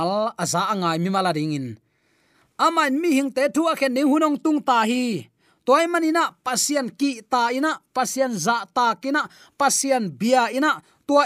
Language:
Tedim Chin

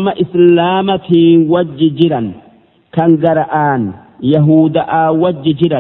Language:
Oromo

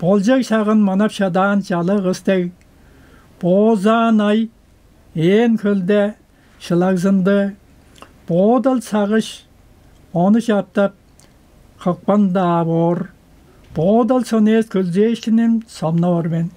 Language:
Tuvinian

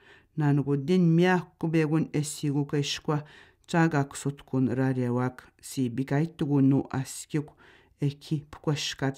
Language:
Atikamekw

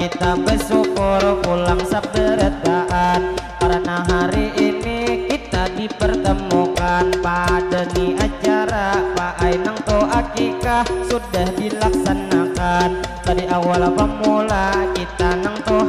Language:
Banjar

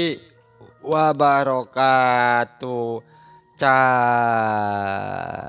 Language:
Sundanese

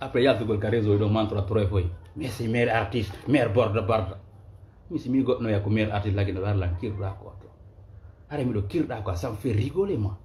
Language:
Fula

